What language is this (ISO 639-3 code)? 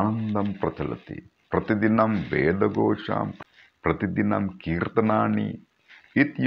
san